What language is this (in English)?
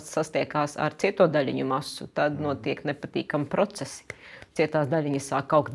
Latvian